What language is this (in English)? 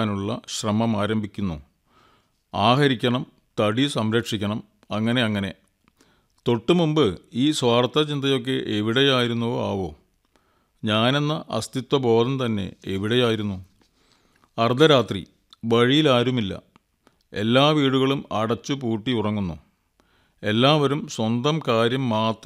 Malayalam